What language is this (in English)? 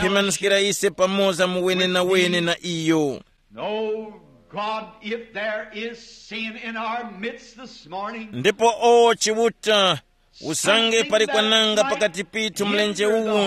Tumbuka